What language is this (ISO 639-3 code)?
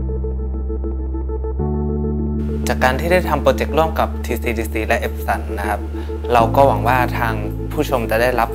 tha